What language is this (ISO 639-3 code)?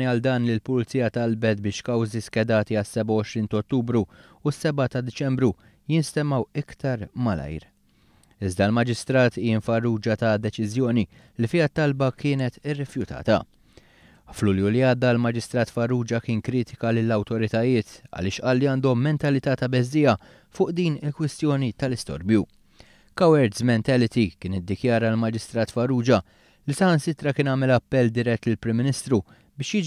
mlt